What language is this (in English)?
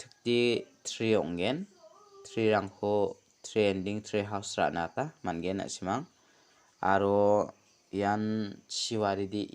Garo